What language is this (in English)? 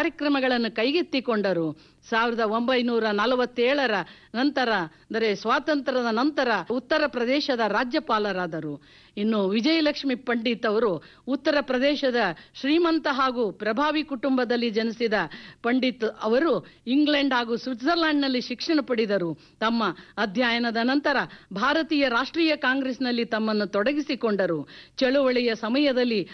Kannada